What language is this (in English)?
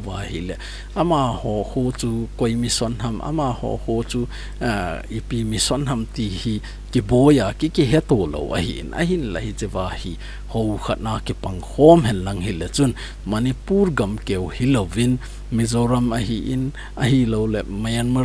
Thado Chin